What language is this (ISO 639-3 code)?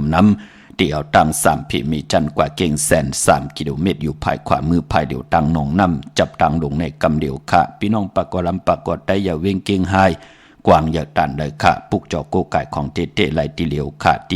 shn